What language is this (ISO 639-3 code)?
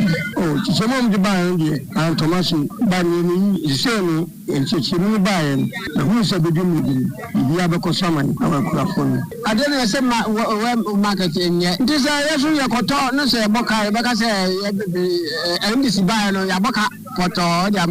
aka